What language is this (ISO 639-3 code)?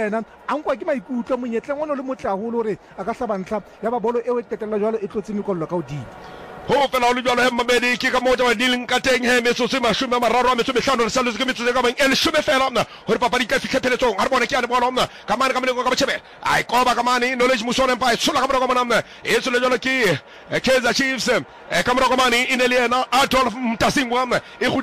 sot